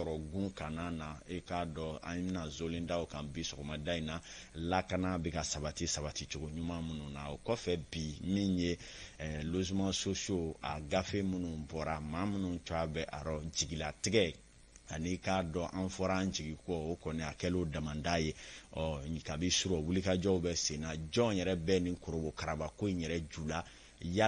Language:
Bambara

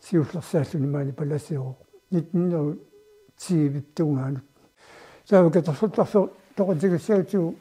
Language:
Kalaallisut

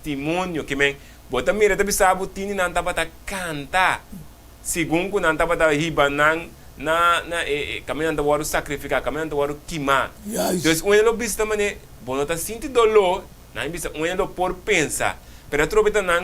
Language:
Papiamento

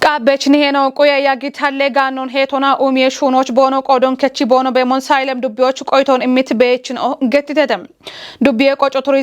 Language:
Kafa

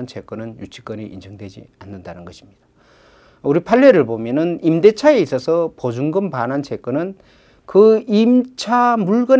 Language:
Korean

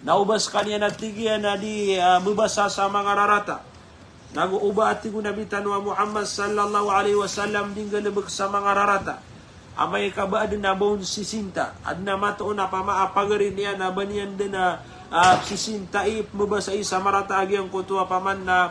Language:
Maranao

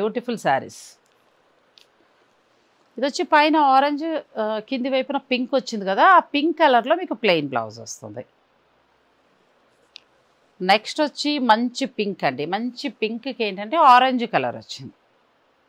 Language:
Telugu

